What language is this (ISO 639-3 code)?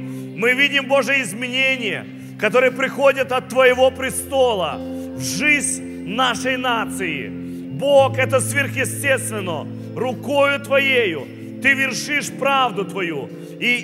rus